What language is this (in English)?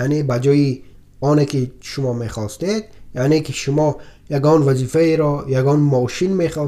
Tajik